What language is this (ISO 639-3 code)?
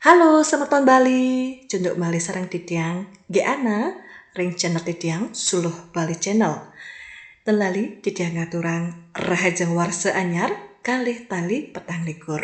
ban